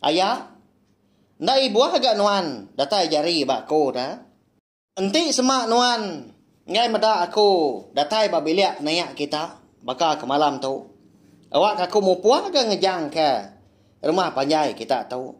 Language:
Iban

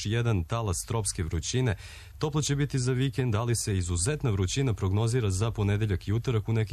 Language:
Serbian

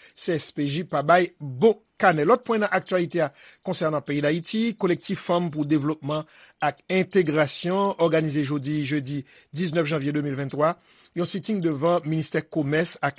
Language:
Haitian Creole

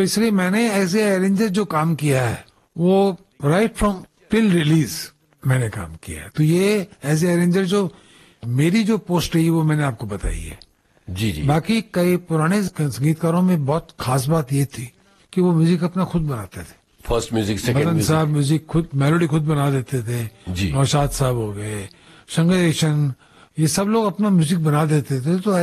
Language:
Hindi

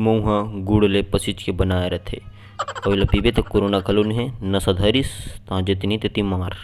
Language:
Chhattisgarhi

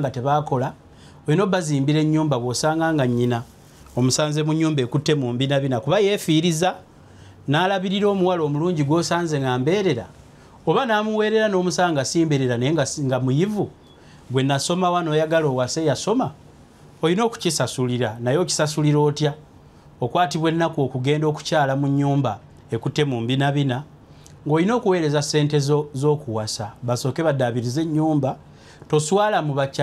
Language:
Ganda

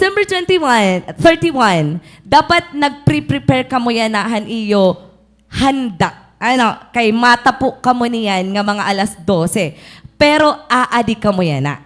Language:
Waray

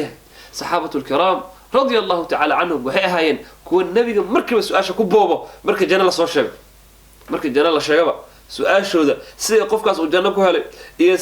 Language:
Somali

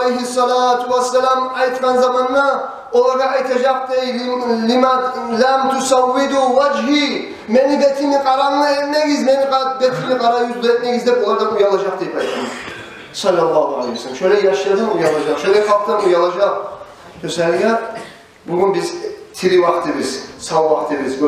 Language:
Kumyk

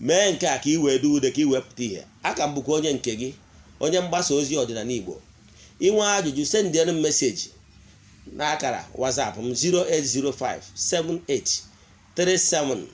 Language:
Igbo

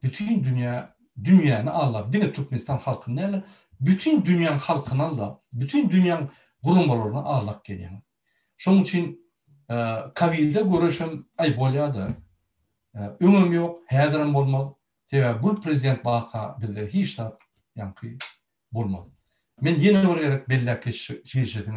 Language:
Turkmen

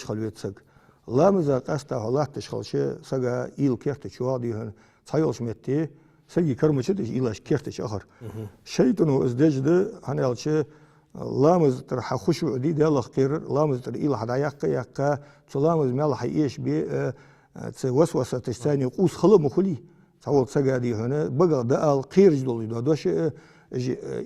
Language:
Ingush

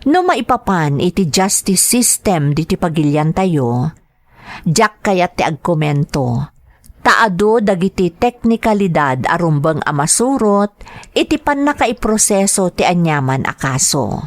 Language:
Iloko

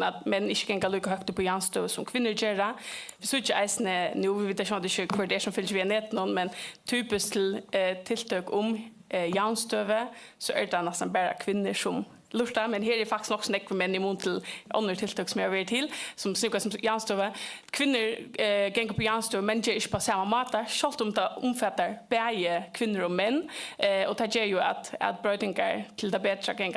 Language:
Faroese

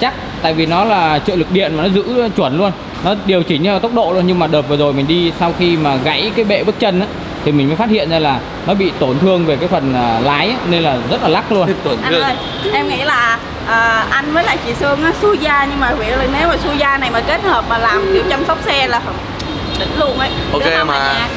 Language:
Vietnamese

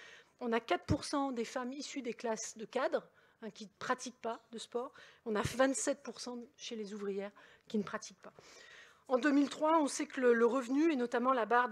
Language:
French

